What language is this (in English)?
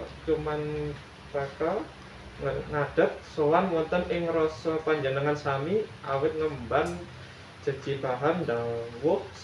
Javanese